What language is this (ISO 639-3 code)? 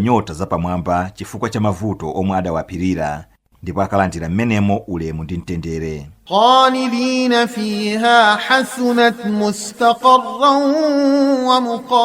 nya